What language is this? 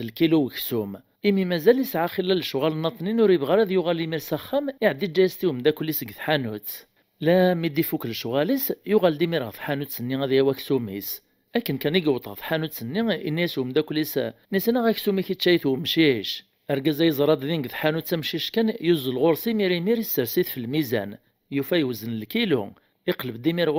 Kabyle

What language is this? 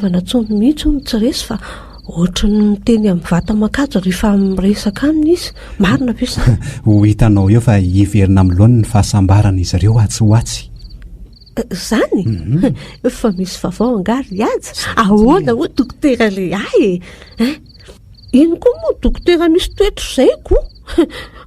Malagasy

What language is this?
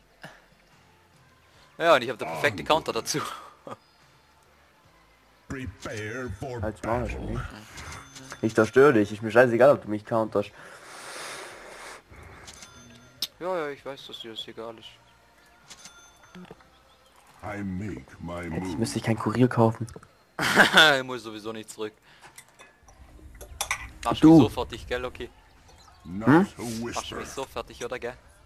German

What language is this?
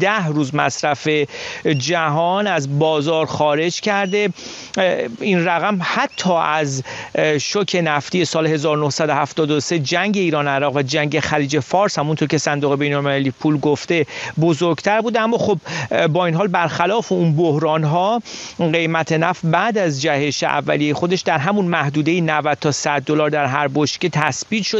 Persian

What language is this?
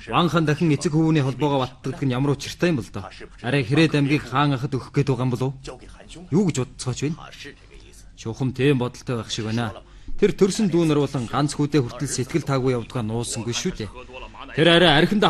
Mongolian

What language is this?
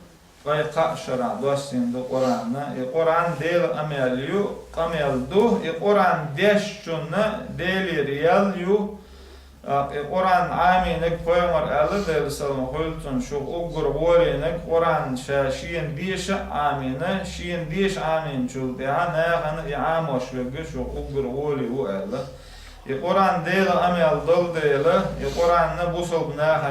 Chechen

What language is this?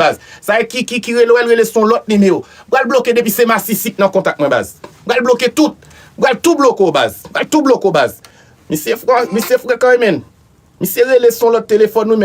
Haitian Creole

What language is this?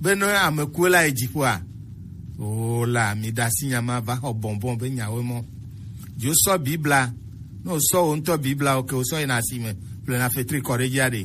Gen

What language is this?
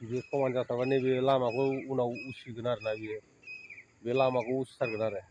Bodo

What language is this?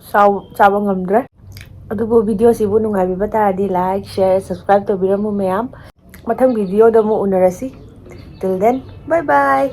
Manipuri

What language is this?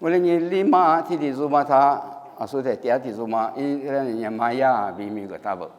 Lisu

